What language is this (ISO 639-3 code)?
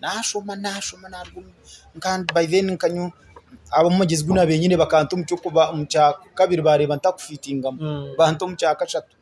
nyn